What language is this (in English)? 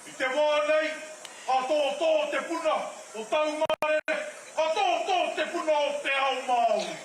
Māori